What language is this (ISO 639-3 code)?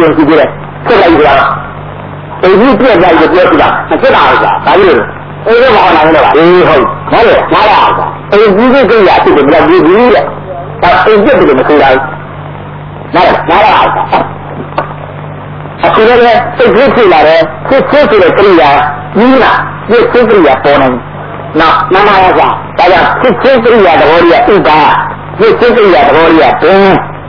mya